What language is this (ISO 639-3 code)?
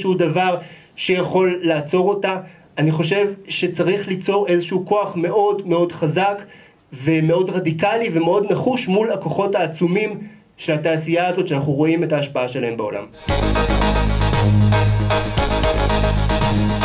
heb